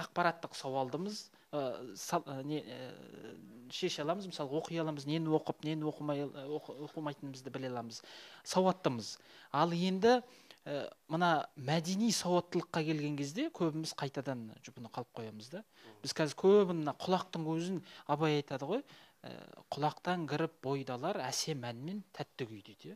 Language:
Kazakh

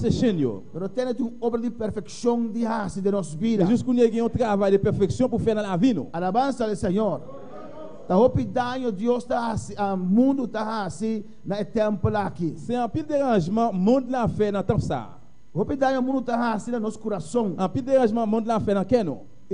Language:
Papiamento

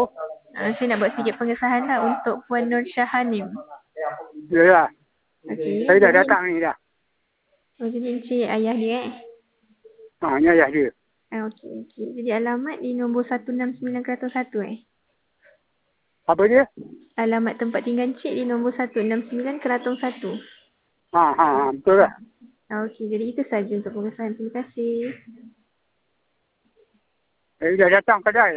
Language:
Malay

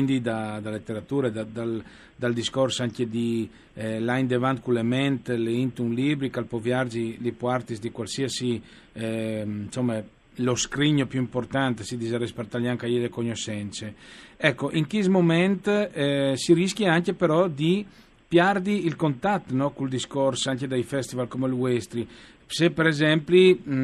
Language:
Friulian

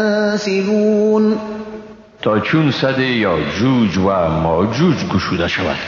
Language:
Persian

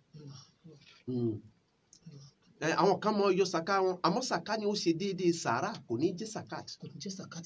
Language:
Yoruba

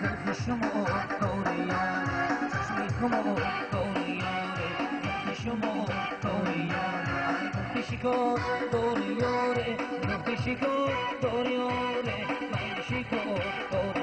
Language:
Tajik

